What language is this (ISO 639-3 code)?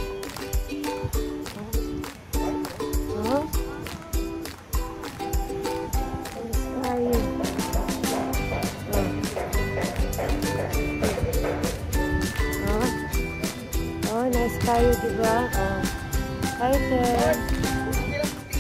fil